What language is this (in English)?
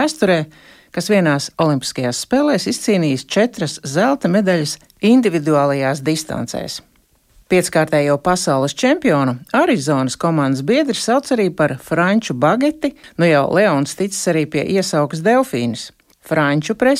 Latvian